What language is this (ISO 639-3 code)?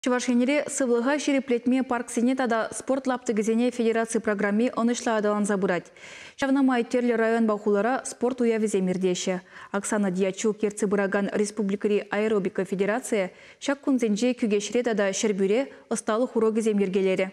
chv